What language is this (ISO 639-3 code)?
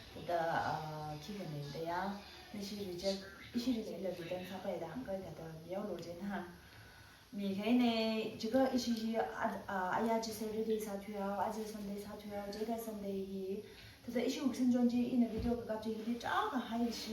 nmf